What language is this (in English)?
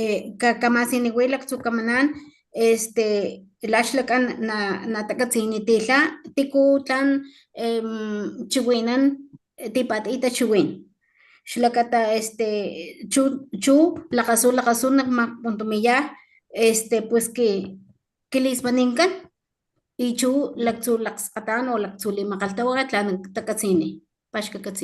Papantla Totonac